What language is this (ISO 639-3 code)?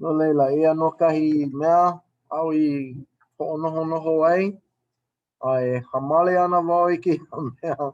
haw